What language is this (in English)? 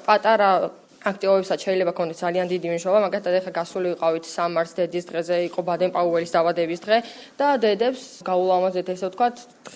Georgian